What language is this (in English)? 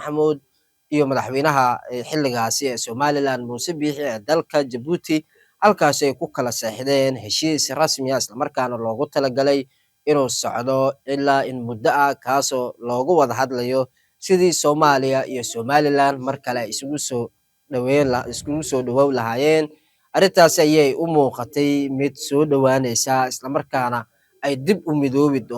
Somali